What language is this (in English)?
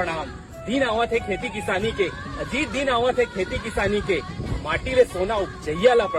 Chhattisgarhi